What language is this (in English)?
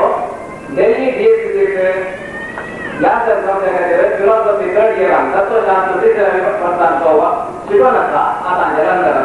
Konkani